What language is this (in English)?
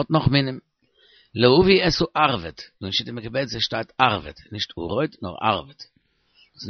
Yiddish